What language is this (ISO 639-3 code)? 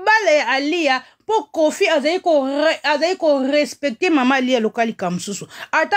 lin